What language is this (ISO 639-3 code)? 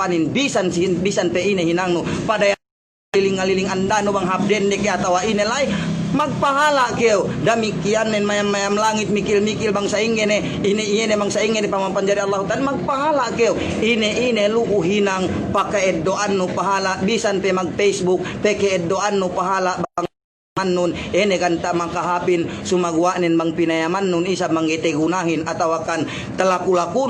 yka